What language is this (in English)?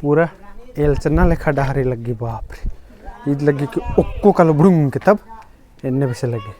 Kurukh